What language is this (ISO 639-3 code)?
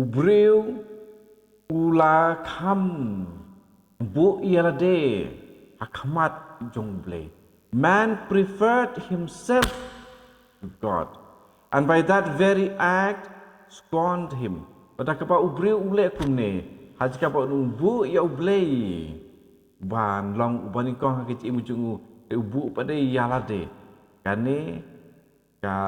kha